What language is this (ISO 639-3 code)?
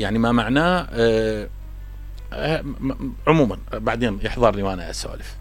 acm